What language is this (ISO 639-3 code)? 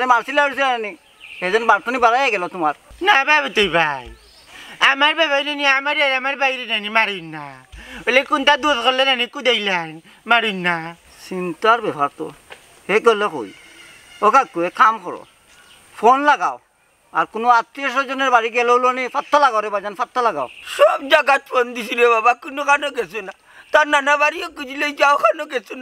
syl